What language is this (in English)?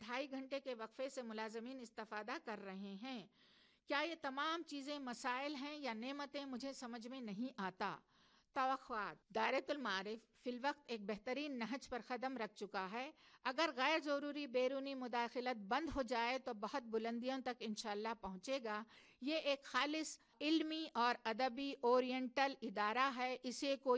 Urdu